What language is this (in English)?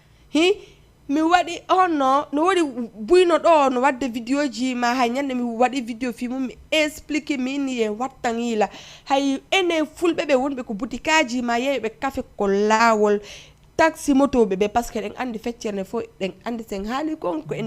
Fula